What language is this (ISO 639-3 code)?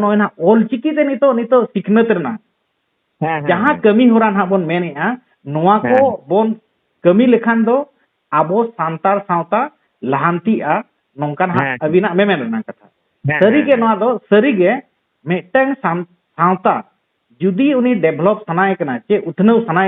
sat